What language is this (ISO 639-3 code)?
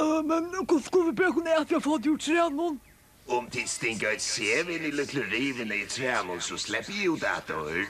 fao